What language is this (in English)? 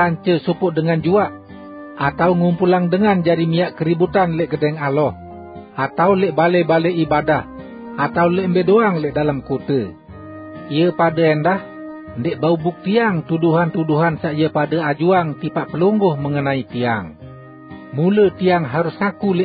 Sasak